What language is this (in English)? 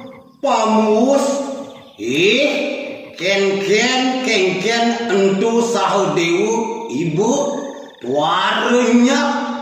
Balinese